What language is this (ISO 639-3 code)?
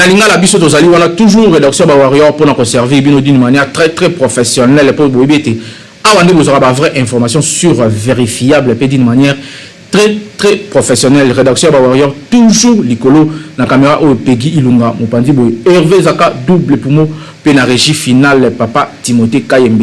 lin